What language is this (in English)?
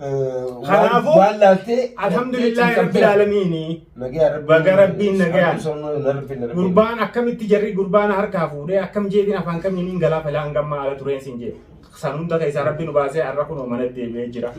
Oromo